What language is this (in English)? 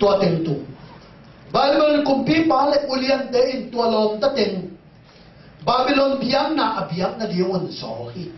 Tedim Chin